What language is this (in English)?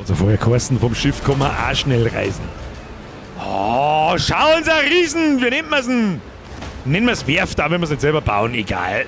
Bavarian